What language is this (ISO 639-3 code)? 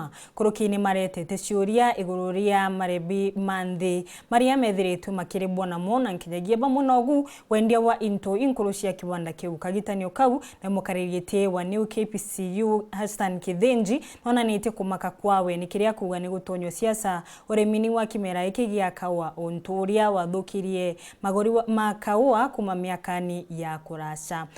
mer